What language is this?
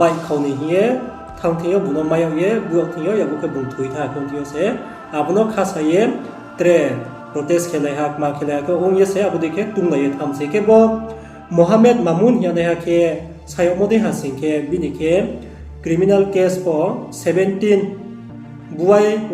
Riang (India)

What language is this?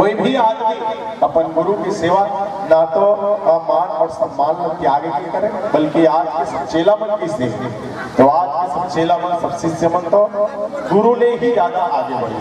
Chhattisgarhi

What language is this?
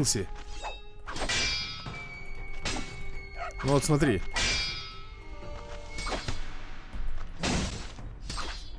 Russian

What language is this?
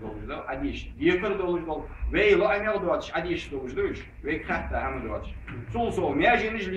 Ingush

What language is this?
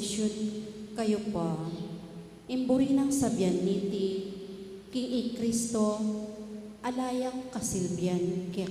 Pampanga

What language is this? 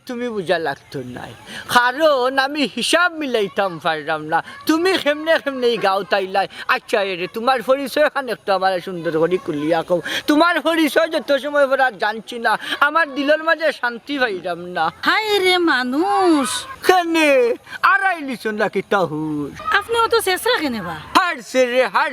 Sylheti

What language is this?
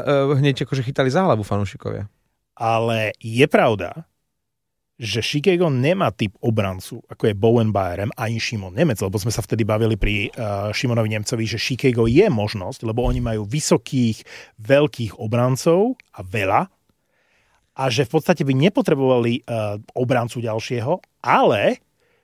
Slovak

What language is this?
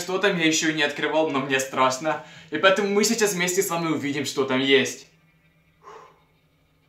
Russian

